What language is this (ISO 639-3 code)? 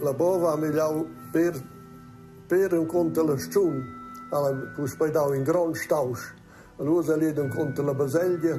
roh